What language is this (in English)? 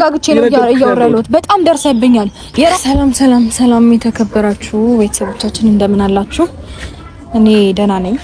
Amharic